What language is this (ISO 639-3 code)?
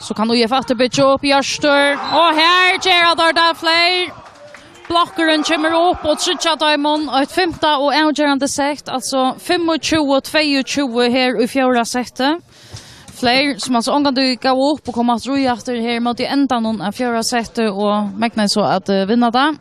fao